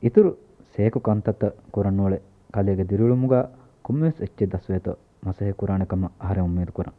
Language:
Divehi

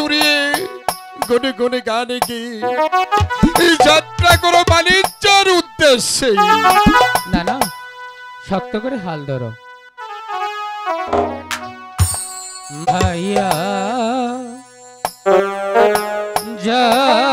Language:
Bangla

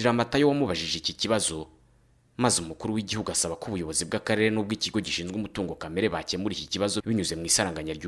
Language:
Kinyarwanda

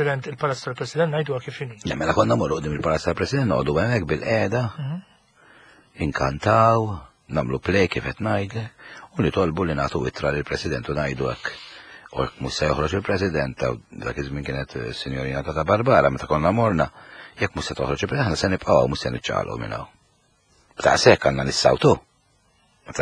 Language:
Maltese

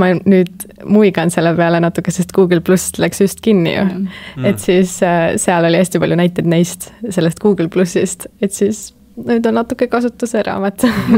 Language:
Estonian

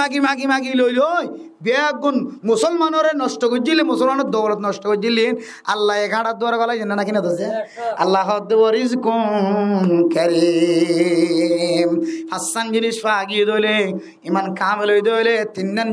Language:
Rohingya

